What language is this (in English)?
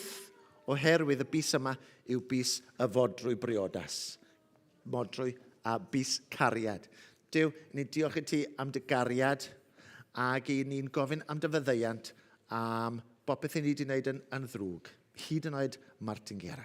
Welsh